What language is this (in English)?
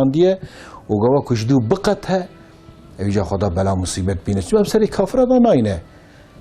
Kurdish